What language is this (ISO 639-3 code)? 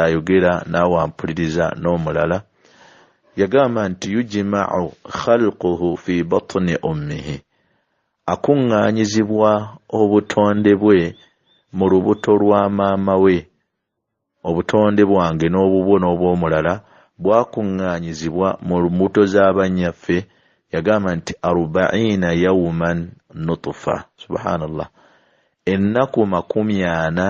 lug